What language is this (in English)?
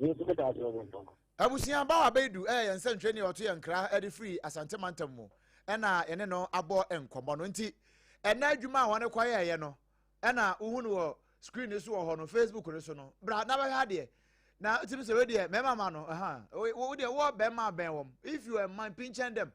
Akan